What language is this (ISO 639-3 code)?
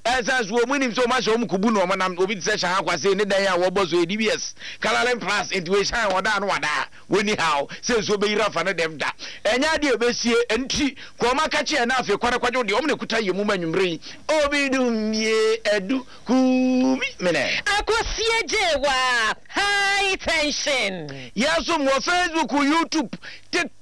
aka